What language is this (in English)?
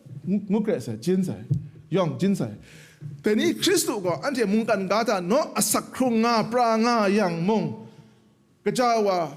Kachin